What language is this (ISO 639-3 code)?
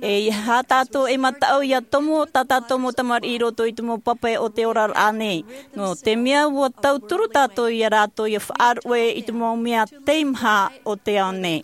tah